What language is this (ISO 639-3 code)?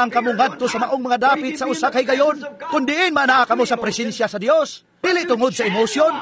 ceb